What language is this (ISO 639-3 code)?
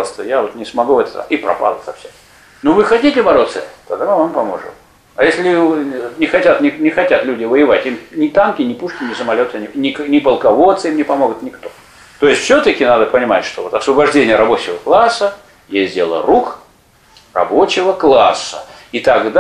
rus